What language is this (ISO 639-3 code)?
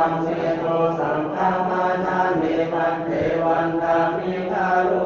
pli